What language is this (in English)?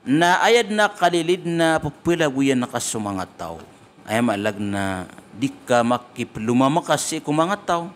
Maranao